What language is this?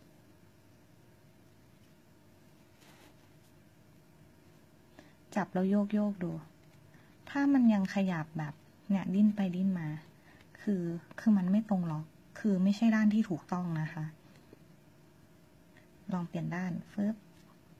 Thai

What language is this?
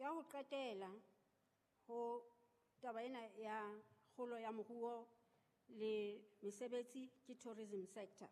Southern Sotho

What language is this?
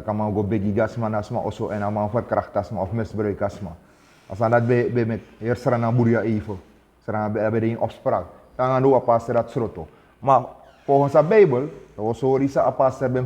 Sranan Tongo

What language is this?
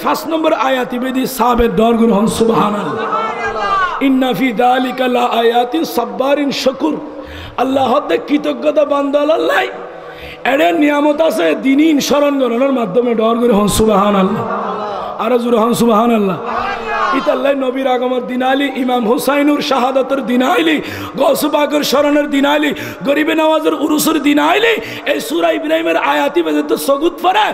Bangla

